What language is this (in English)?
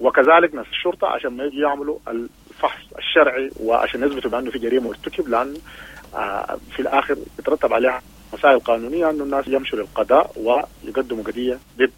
Sudanese Arabic